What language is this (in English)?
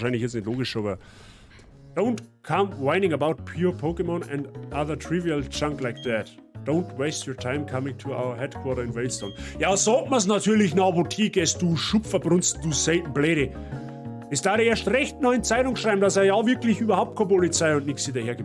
Bavarian